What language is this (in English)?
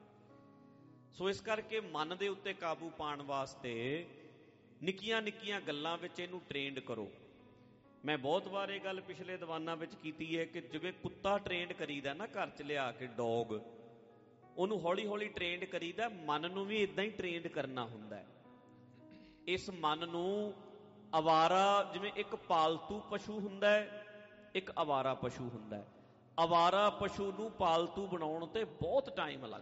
Punjabi